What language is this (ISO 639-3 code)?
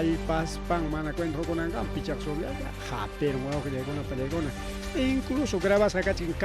quy